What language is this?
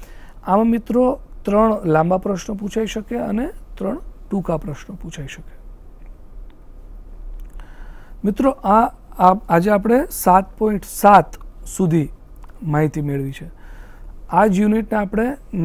Gujarati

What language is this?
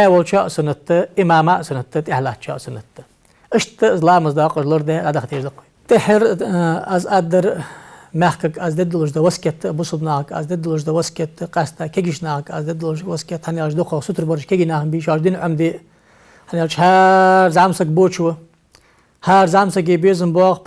Ingush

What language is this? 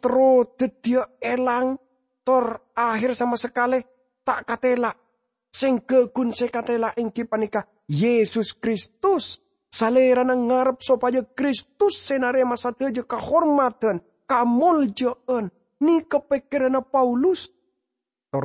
Madurese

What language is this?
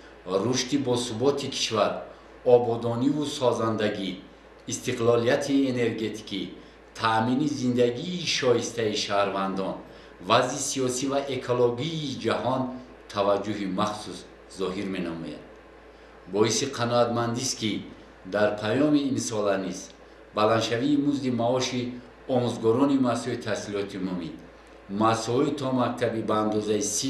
Tajik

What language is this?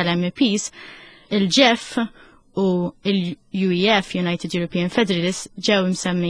Maltese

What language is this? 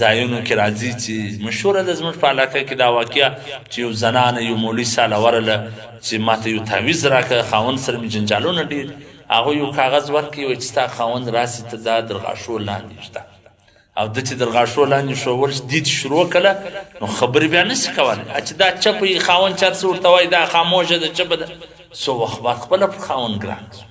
Pashto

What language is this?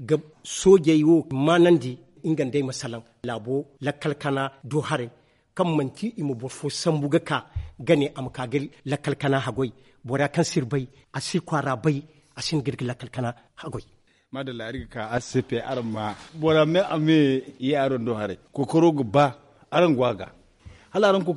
Zarma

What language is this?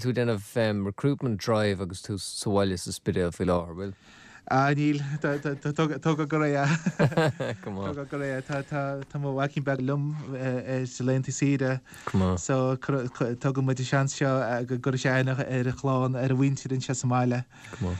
Irish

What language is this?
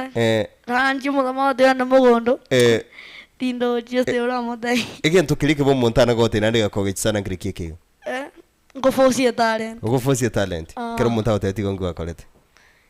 Gusii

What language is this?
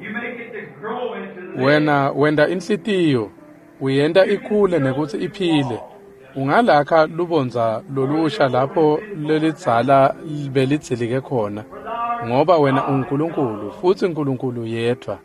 Swati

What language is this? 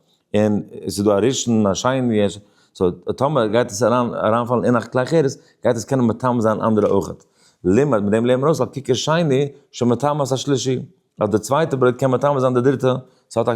Yiddish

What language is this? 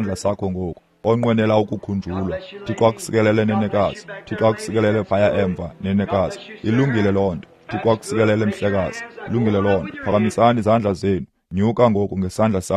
Xhosa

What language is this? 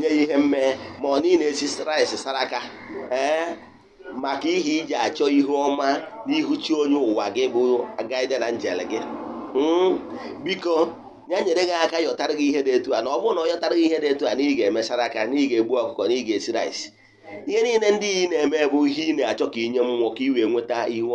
Igbo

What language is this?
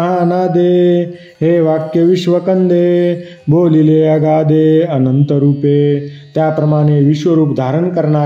Marathi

